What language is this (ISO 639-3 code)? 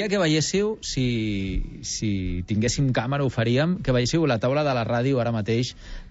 cat